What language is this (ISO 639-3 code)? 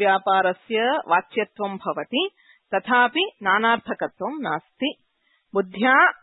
san